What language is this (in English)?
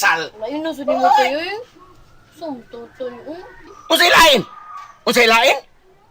Cebuano